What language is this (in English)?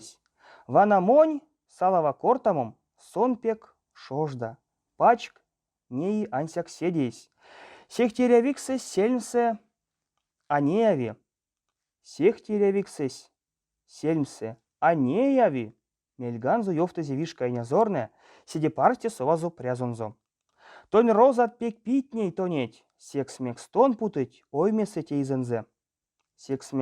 Erzya